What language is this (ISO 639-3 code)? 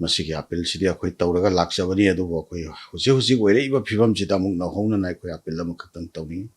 mni